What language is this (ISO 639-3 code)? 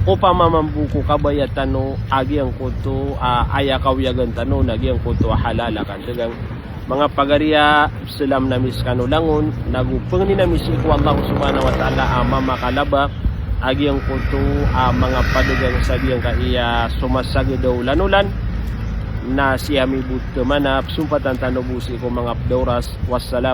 mrw